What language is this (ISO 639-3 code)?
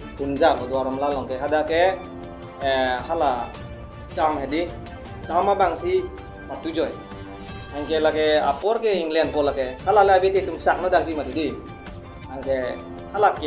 mjw